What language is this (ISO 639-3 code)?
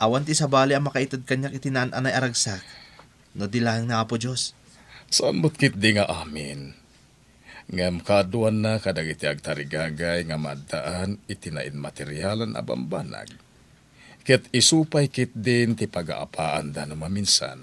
ilo